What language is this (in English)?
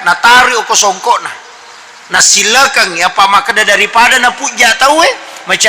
Buginese